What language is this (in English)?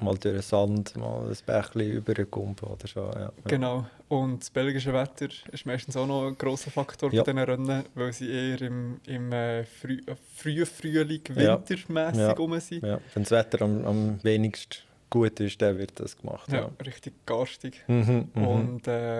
Swiss German